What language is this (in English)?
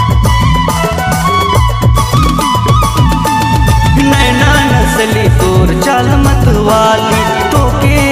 Sadri